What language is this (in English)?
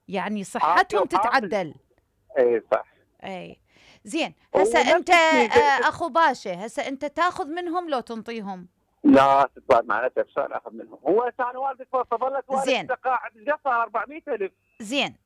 Mesopotamian Arabic